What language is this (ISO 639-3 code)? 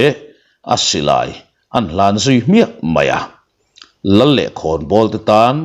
lus